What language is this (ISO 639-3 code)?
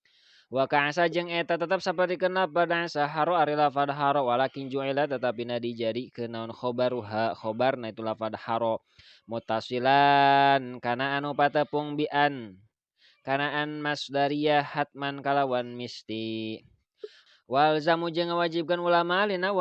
sun